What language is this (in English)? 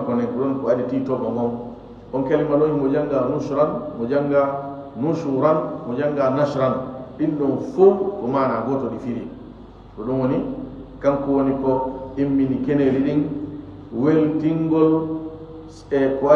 Fula